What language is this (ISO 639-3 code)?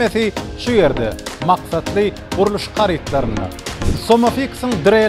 tuk